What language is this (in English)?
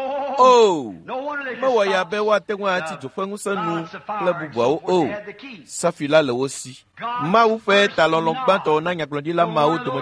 Ewe